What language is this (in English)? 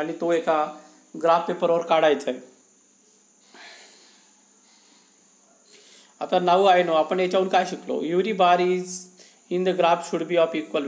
Marathi